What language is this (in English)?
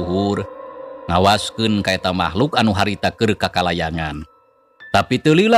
Sundanese